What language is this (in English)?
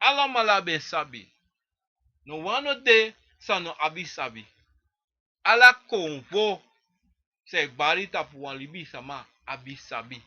Sranan Tongo